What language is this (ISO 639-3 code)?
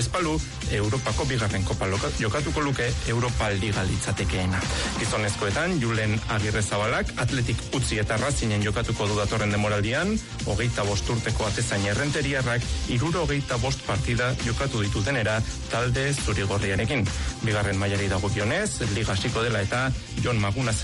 eus